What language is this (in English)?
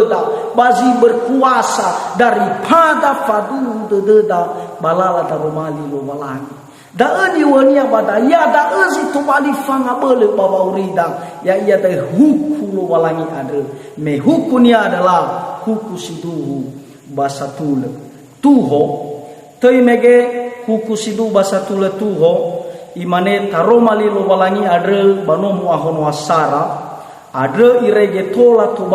Nias